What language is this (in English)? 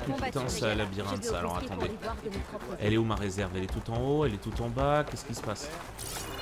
French